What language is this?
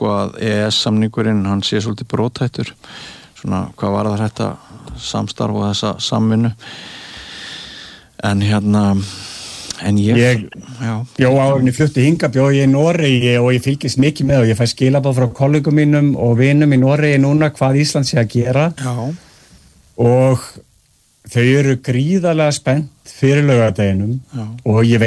Icelandic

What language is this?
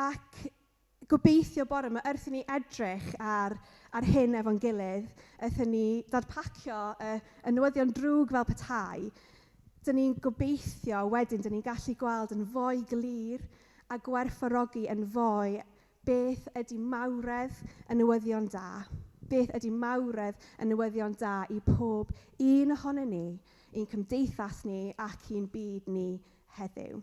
Welsh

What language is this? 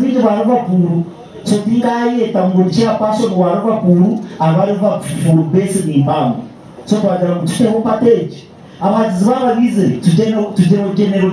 Nyankole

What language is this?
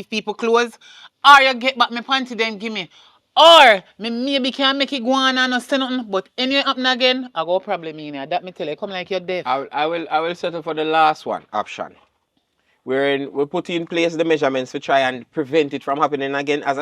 Jamaican Creole English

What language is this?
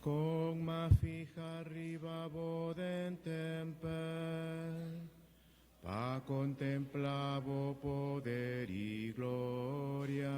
Papiamento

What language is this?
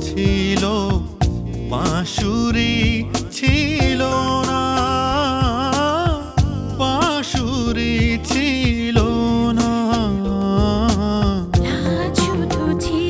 Bangla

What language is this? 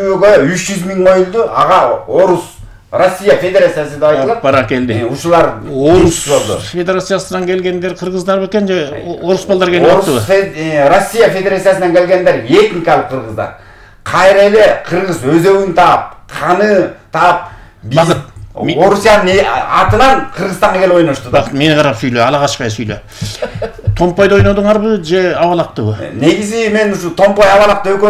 Kyrgyz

